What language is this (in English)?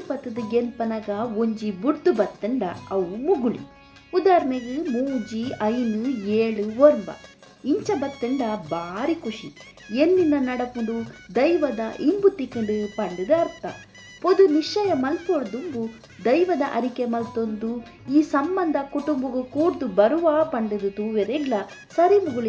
Tulu